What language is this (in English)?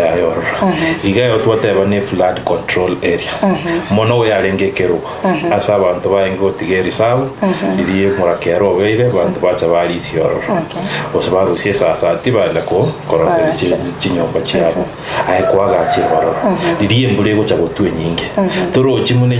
Gusii